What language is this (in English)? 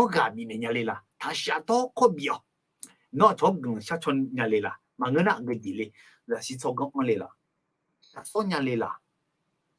Akha